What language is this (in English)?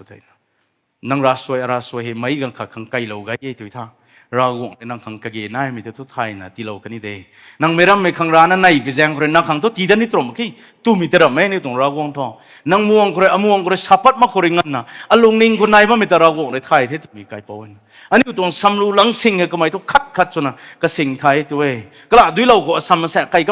Rongmei Naga